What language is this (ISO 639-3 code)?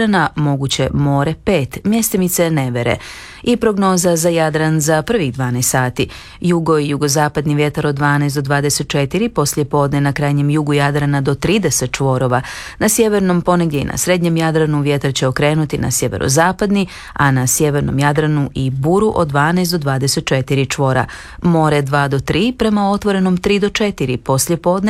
hrv